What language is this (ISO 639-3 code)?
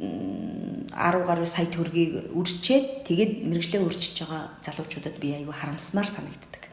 mon